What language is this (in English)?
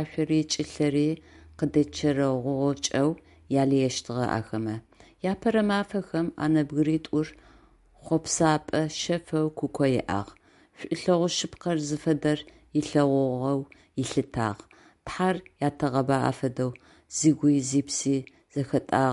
Adyghe